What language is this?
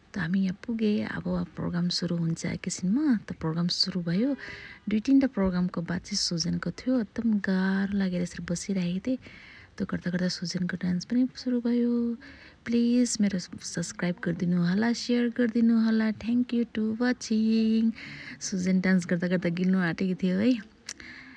Nepali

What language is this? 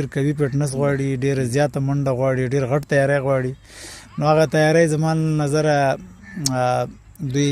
Pashto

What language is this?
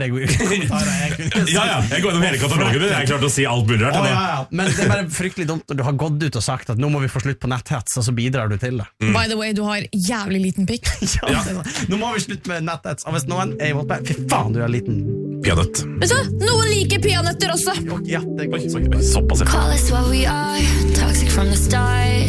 Norwegian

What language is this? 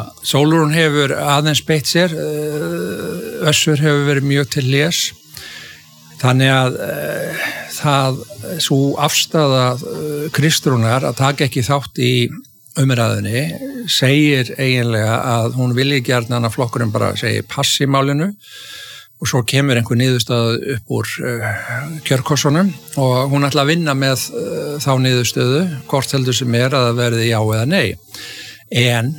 Icelandic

